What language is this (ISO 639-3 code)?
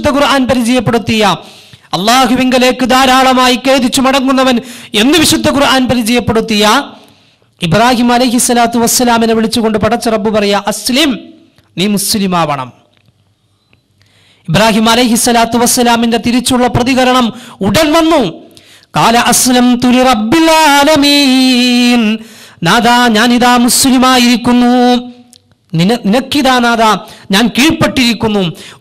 mal